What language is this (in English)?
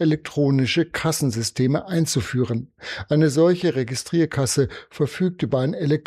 German